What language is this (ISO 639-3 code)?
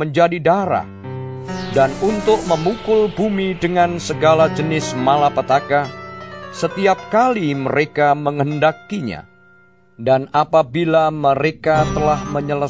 ind